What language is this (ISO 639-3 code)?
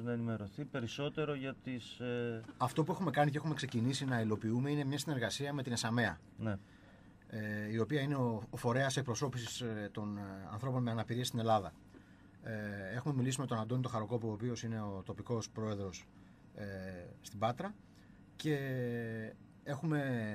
ell